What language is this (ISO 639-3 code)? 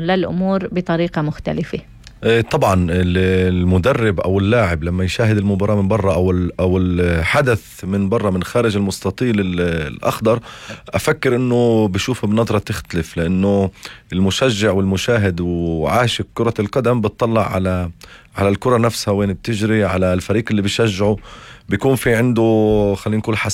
apc